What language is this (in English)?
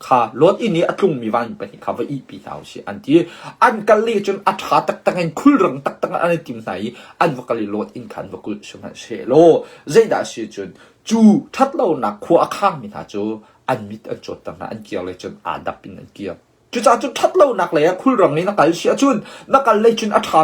Hakha Chin